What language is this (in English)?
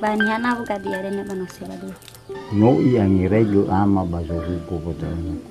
Nias